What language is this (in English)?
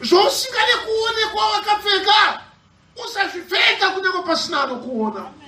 Shona